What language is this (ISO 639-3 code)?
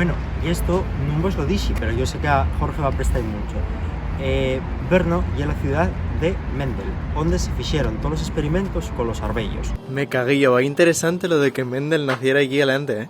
ast